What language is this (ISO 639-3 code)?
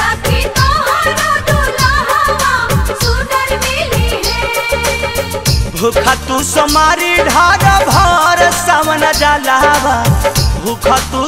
bho